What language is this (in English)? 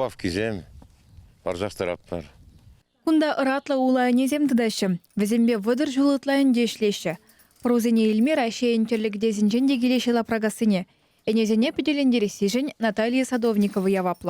Chuvash